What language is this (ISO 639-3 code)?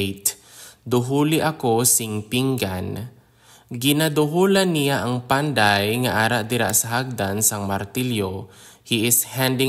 hil